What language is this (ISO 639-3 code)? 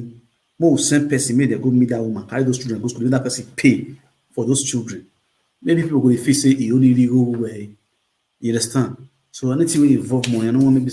pcm